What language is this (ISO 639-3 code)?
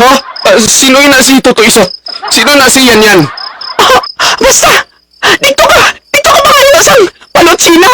hil